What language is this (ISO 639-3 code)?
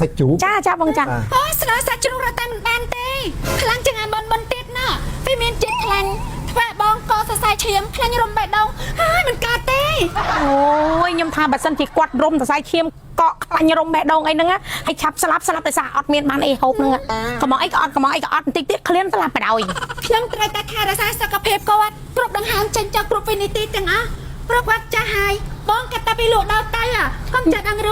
khm